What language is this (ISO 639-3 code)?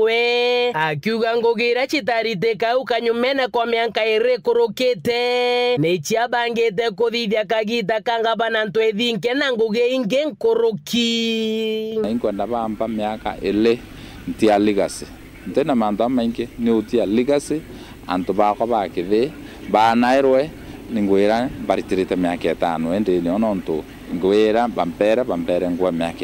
mer